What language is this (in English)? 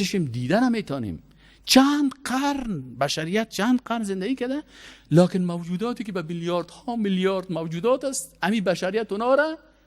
Persian